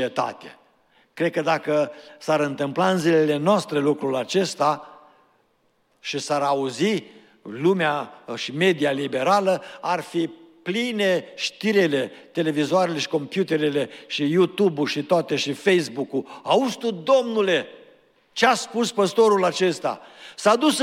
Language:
Romanian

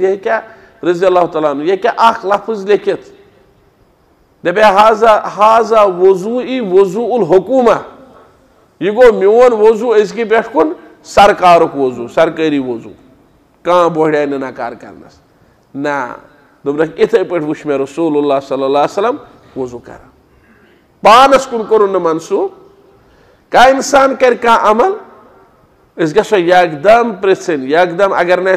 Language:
Kashmiri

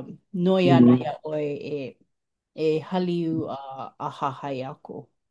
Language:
Hawaiian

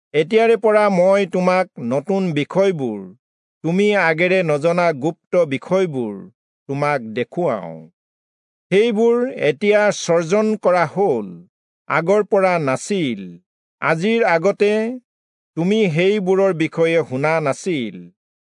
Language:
Assamese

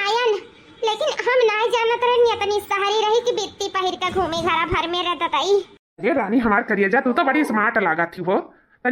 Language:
Awadhi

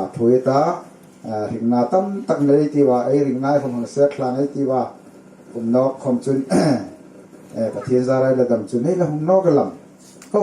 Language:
Hmar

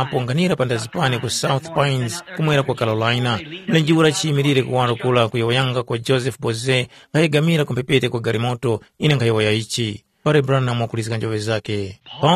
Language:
Tumbuka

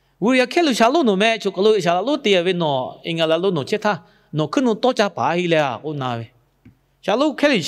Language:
Lahu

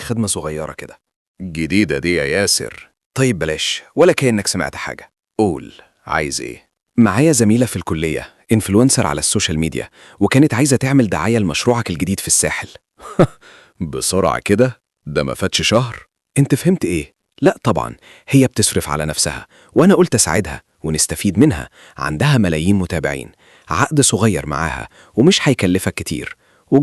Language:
Egyptian Arabic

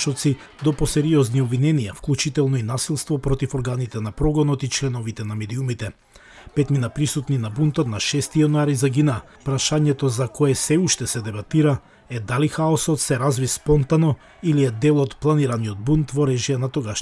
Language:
Macedonian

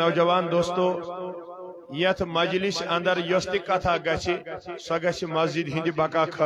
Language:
Kashmiri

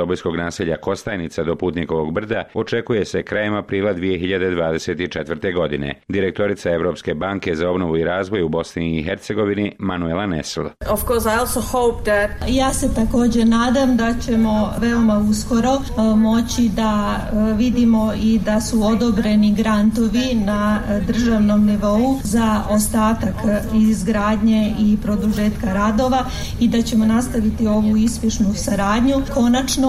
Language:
Bosnian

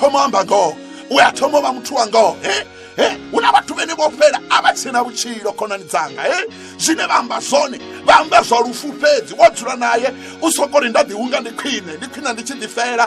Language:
Venda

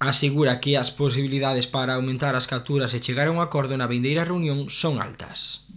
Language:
Galician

